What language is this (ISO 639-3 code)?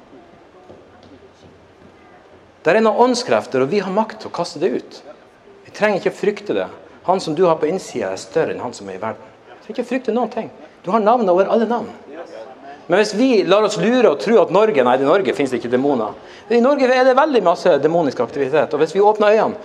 nor